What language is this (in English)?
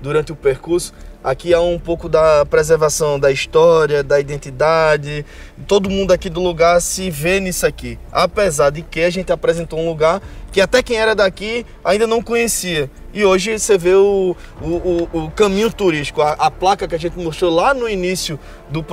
Portuguese